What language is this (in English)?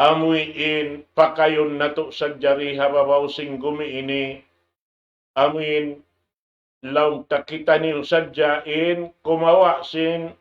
Tausug